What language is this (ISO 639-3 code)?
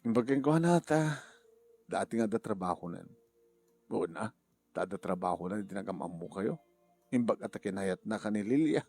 ilo